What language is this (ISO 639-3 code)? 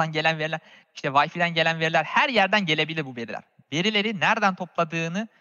tur